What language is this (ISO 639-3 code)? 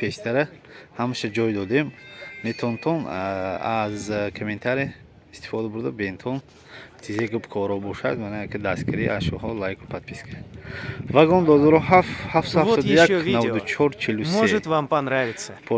tgk